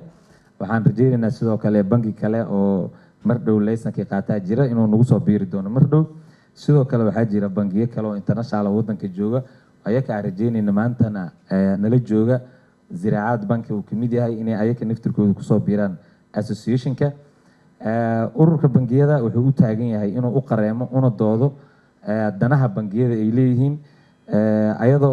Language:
Somali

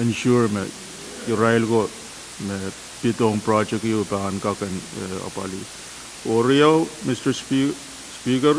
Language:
Pohnpeian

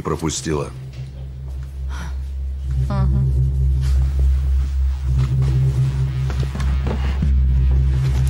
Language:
Russian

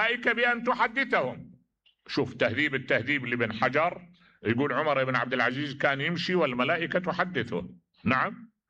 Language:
Mesopotamian Arabic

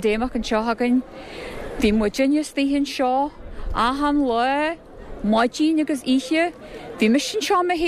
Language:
Irish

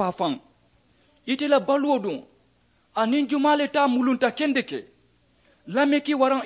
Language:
Mandingo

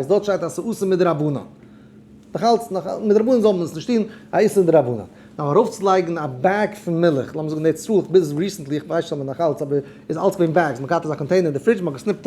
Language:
Yiddish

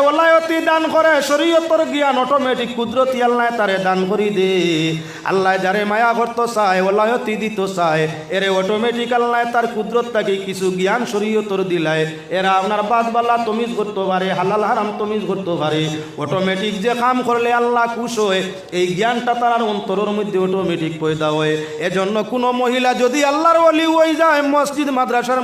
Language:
Sylheti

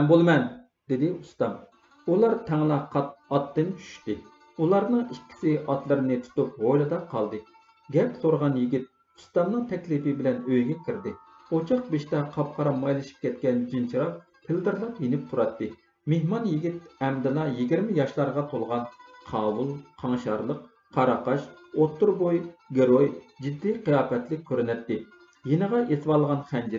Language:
Uyghur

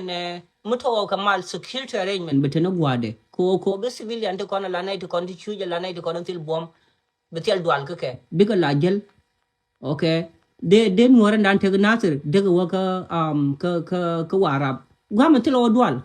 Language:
Nuer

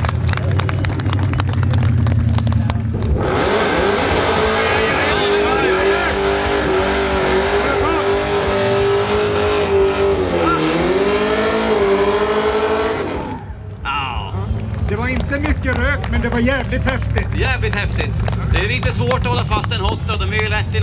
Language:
Swedish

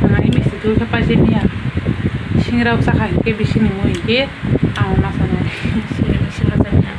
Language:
Kok Borok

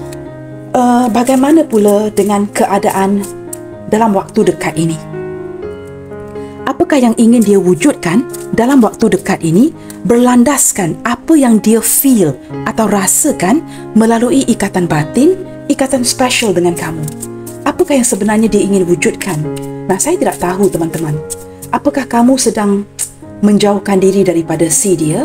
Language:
Malay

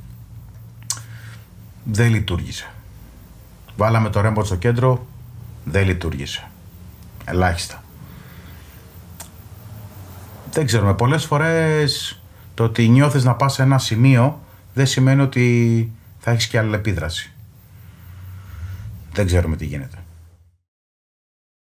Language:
Greek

